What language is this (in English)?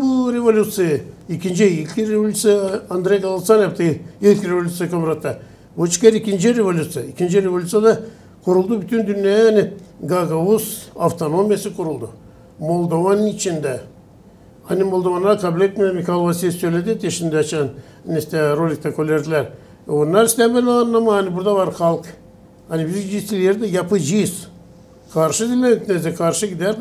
Gagauz